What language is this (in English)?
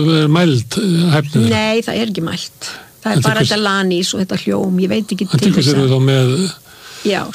Icelandic